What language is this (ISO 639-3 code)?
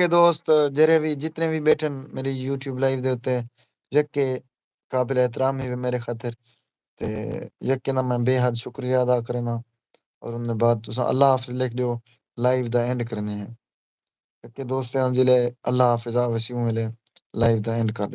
skr